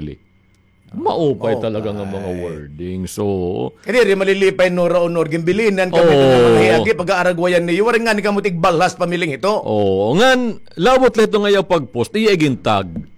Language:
Waray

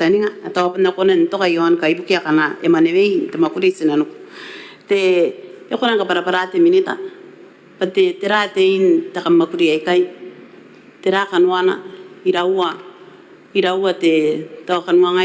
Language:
Gilbertese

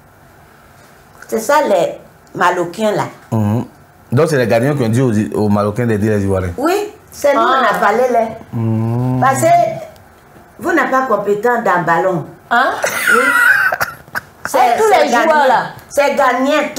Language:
French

